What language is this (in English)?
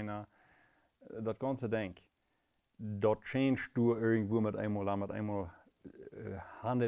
Plautdietsch